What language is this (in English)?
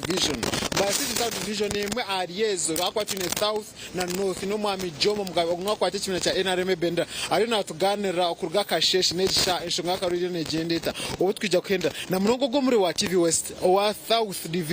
Nyankole